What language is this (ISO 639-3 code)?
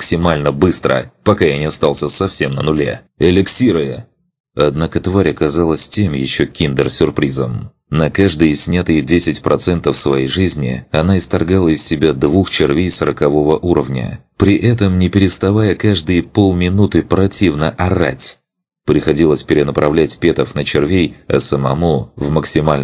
rus